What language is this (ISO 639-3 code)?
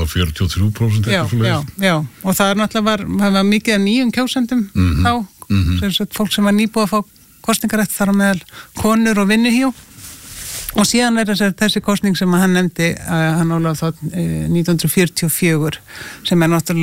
isl